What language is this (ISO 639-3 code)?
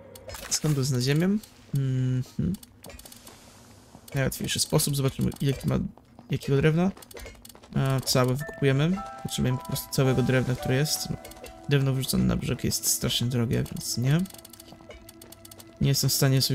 pol